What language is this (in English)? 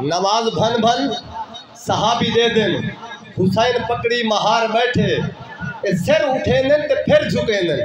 Saraiki